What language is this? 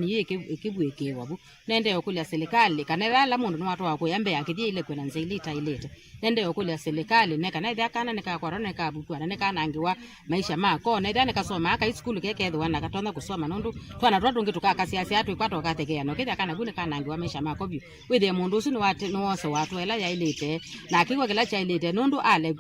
Kamba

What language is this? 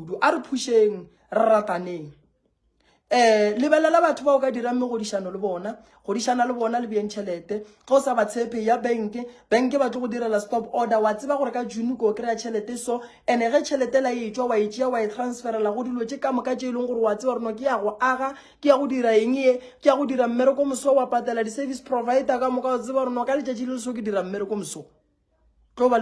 Northern Sotho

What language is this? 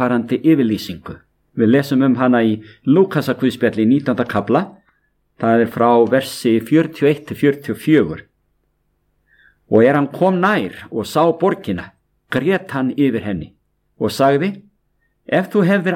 Icelandic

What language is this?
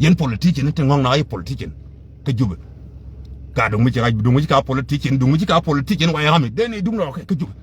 Nuer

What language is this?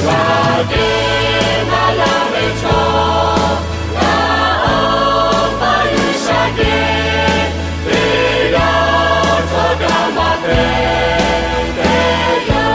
Lahu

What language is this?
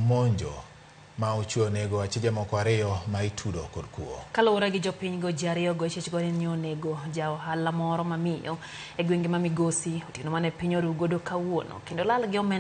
Luo (Kenya and Tanzania)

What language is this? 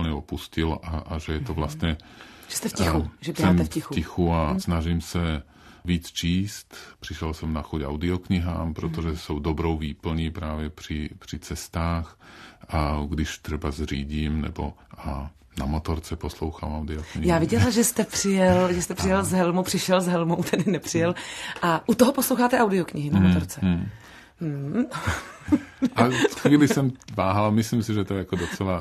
Czech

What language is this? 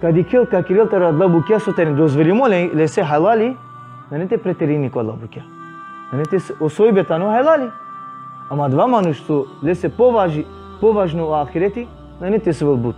Balkan Romani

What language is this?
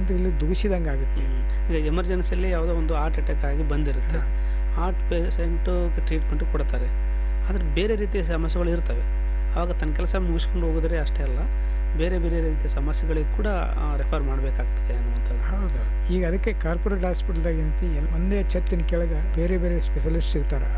Kannada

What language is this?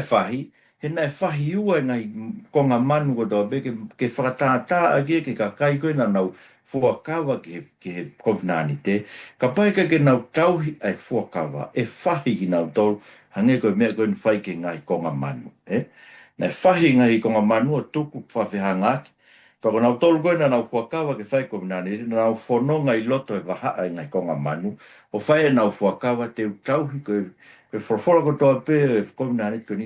Tongan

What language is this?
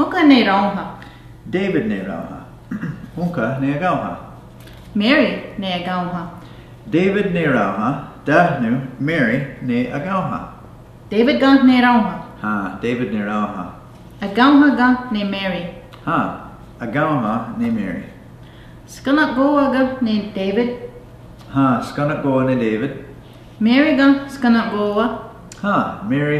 Mohawk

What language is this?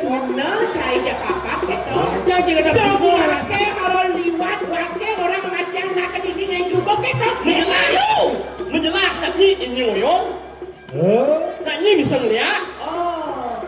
Balinese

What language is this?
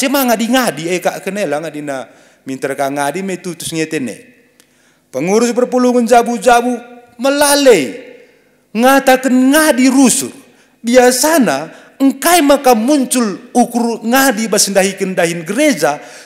Batak Karo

